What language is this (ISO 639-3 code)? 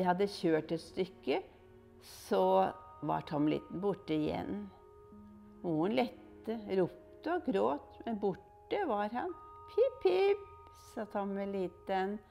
nor